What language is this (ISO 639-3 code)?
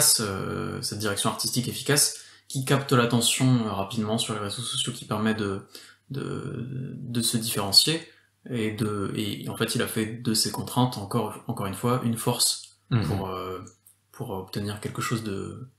fra